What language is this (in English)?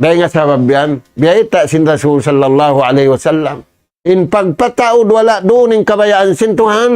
Tausug